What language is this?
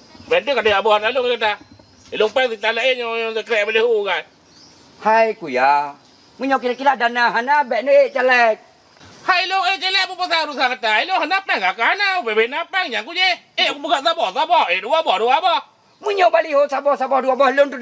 Achinese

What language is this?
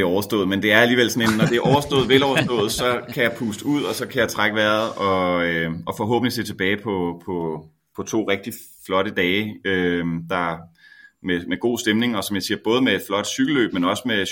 Danish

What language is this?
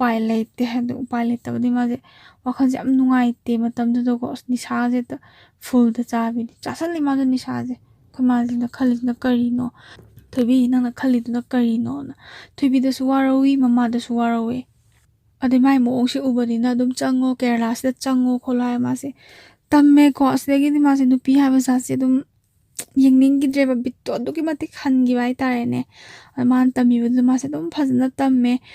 Manipuri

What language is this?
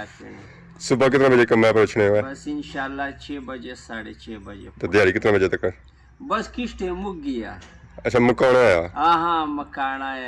Pahari-Potwari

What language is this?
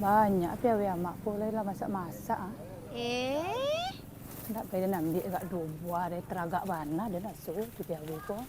Minangkabau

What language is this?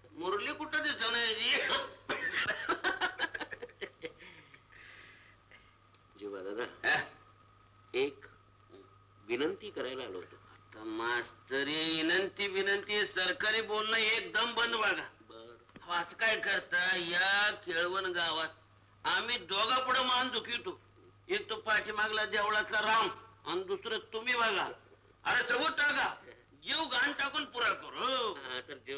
Marathi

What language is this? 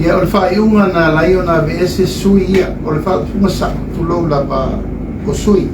Samoan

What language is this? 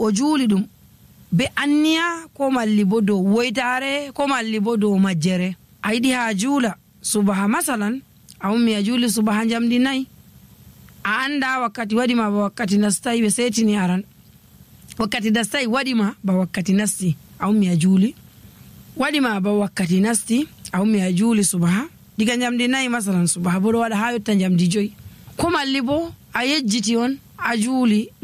Nigerian Fulfulde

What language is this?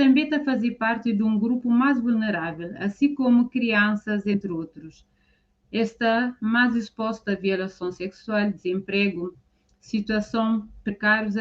Kabuverdianu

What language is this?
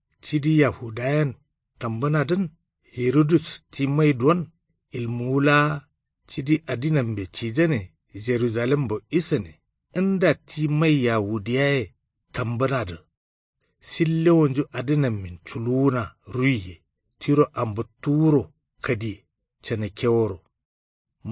Kanuri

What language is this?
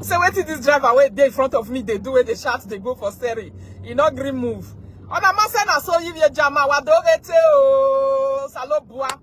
Nigerian Pidgin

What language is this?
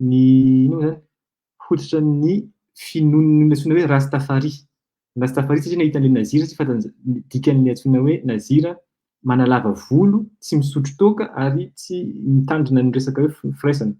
Malagasy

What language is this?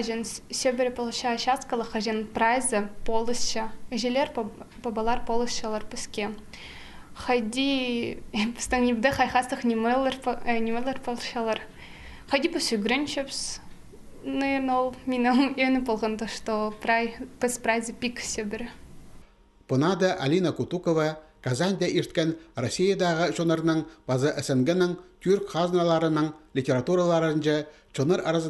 Khakas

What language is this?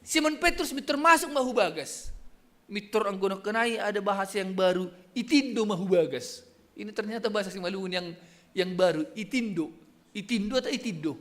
Batak Simalungun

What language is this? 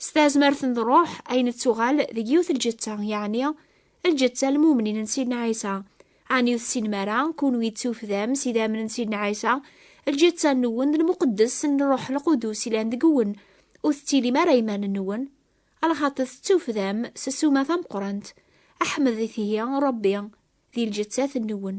Kabyle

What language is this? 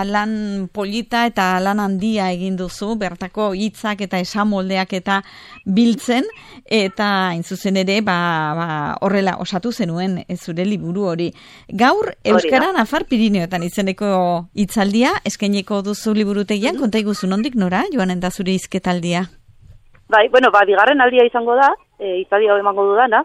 Basque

